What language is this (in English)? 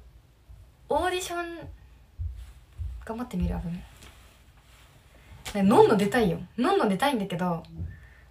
Japanese